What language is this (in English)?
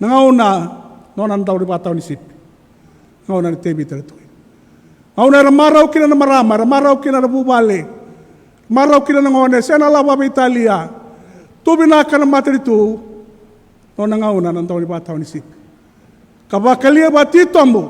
Fijian